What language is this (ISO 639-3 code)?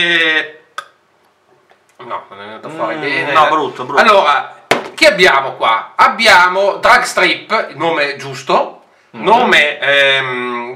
ita